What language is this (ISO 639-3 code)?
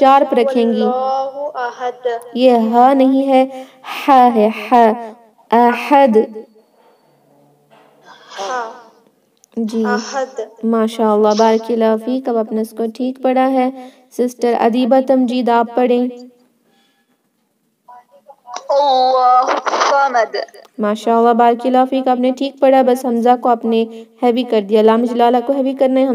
urd